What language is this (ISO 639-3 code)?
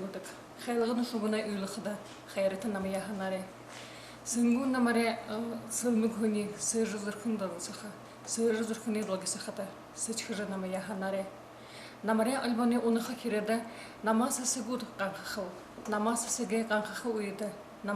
bua